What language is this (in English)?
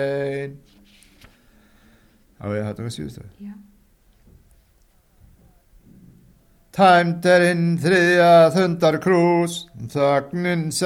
Icelandic